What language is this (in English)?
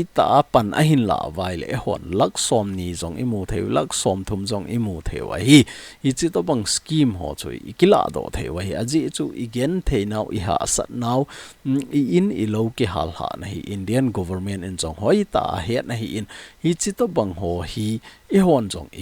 Thado Chin